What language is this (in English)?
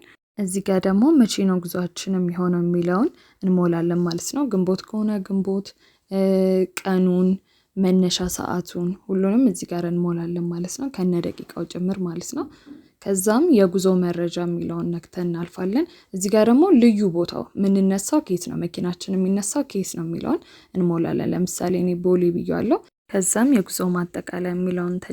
Amharic